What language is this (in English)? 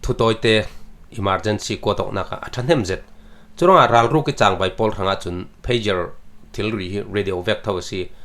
Falam Chin